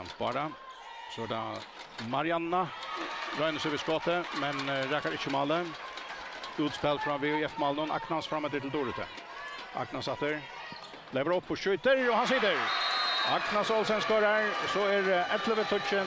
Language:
Faroese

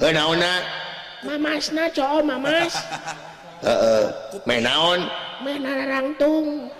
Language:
Sundanese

